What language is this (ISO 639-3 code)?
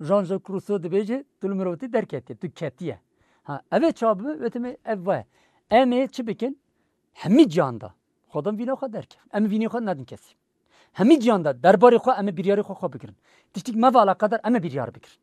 kur